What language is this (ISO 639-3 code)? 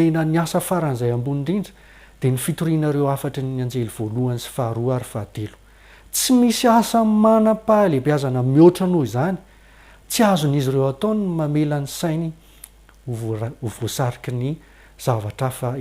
mlg